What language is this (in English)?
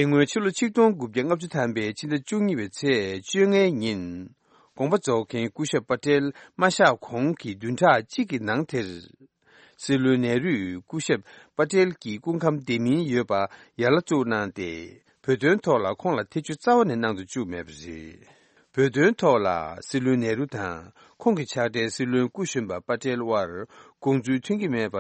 Tibetan